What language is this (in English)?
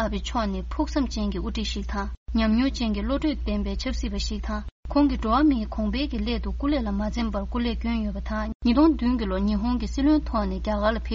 Tibetan